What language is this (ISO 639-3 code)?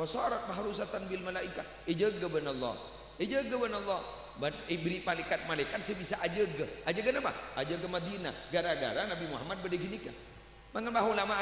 mad